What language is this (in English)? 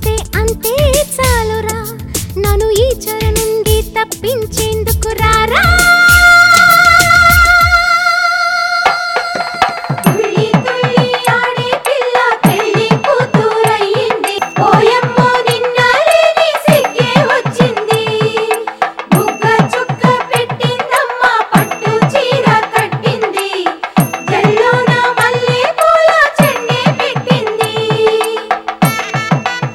Telugu